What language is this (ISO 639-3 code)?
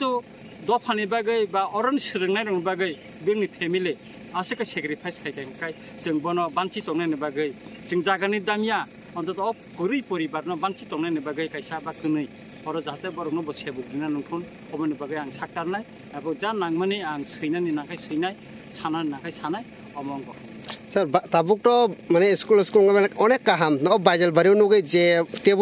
trp